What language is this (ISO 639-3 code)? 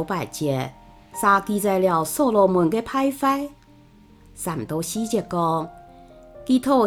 hak